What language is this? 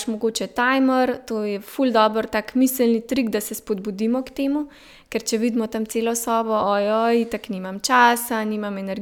Slovenian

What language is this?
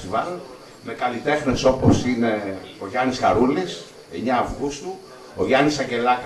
Greek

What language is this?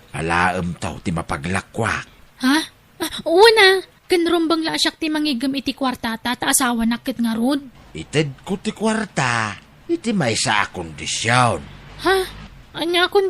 Iloko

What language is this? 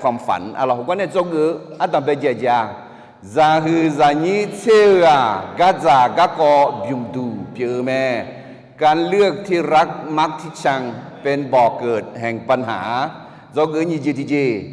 Akha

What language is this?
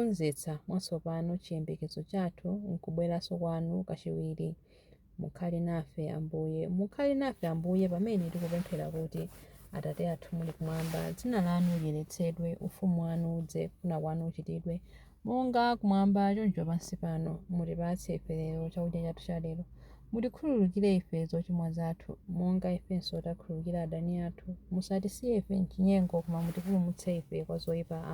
Nyanja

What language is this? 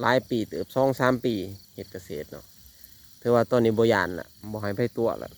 Lao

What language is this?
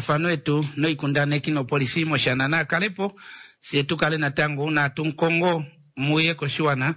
Kuanyama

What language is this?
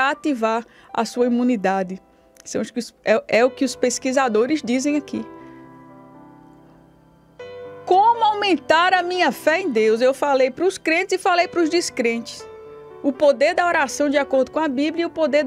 Portuguese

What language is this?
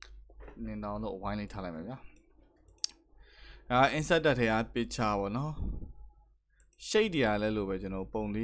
Burmese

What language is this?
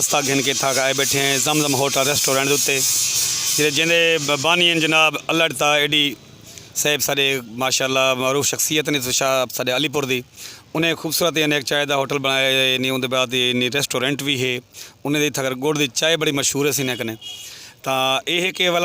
Saraiki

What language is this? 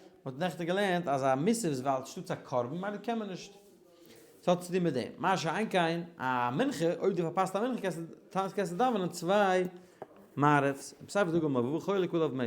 Yiddish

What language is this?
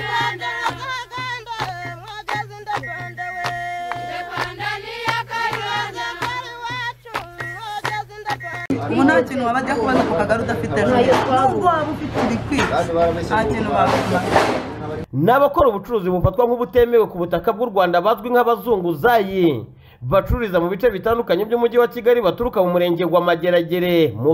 Kinyarwanda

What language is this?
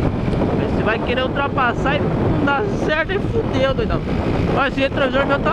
Portuguese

